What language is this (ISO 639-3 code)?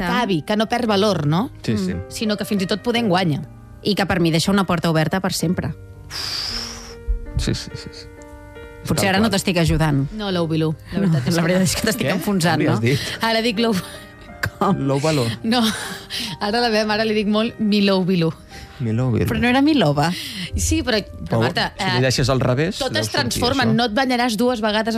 cat